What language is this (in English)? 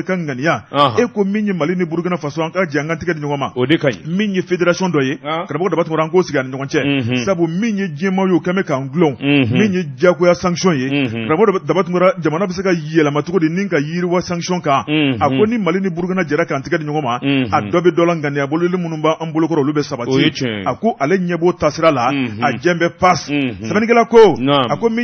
Bambara